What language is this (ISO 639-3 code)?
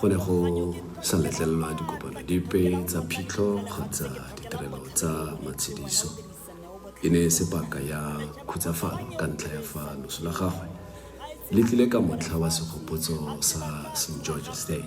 tsn